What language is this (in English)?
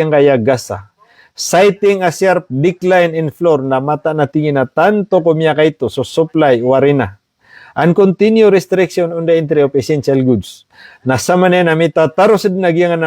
Maranao